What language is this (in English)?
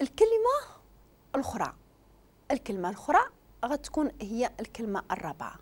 Moroccan Arabic